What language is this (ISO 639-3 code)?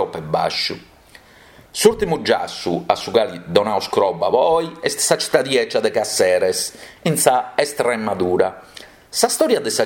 srd